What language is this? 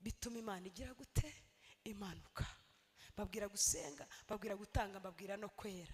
Kinyarwanda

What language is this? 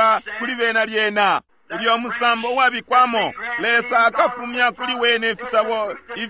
Bemba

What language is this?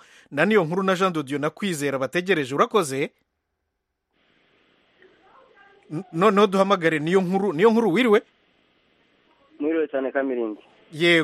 Kinyarwanda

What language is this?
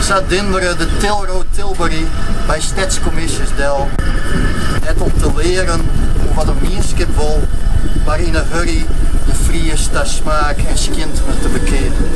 Western Frisian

